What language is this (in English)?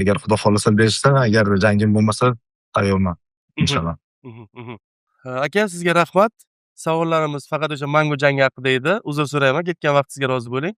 Uzbek